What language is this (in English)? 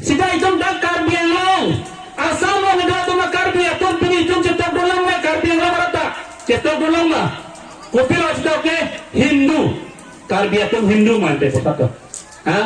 Karbi